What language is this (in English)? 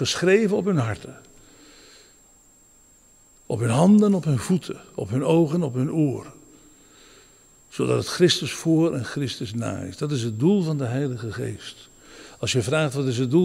Dutch